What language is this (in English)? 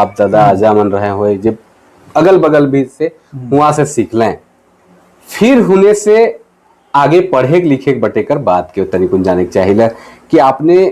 Sadri